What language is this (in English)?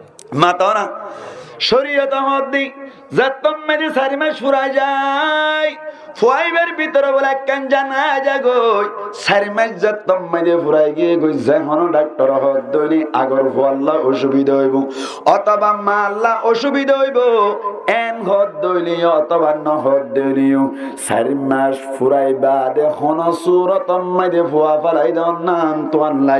Rohingya